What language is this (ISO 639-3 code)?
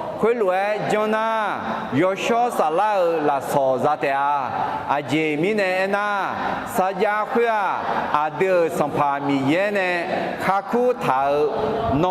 ahk